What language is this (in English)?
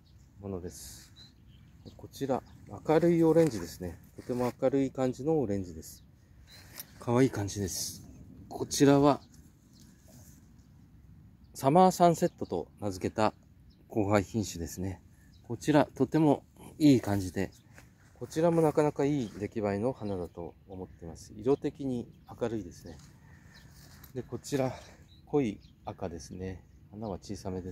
Japanese